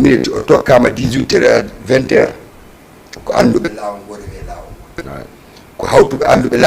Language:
Fula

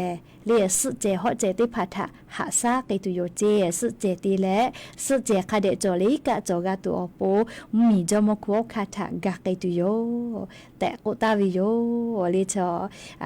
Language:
Lahu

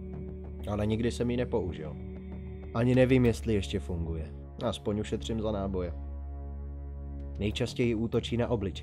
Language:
Czech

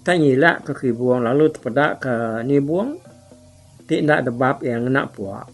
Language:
Iban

